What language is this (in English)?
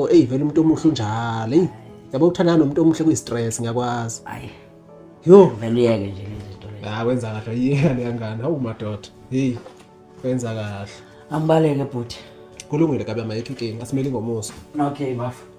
Zulu